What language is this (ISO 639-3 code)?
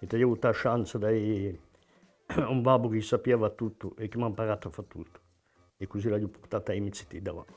cos